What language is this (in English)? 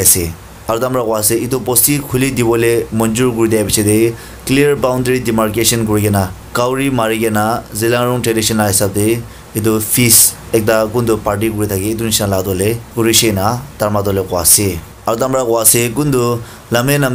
Naga Pidgin